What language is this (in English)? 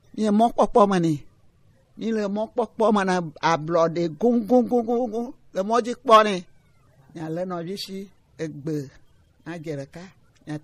Gen